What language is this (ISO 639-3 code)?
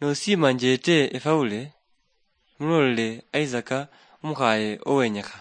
luy